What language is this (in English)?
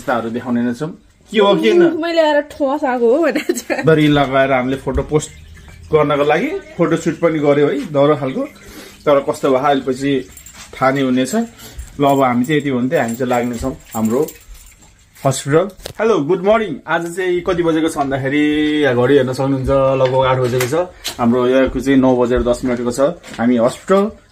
Nepali